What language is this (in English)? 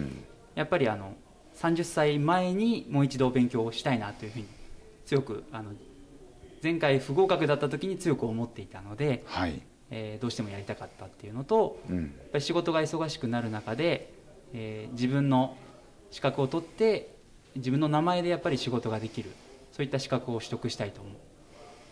Japanese